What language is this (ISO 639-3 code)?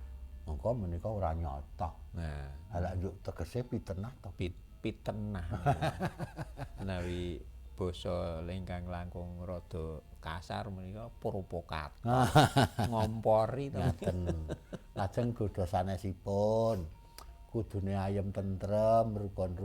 jav